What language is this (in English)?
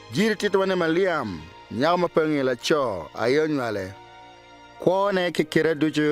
Acoli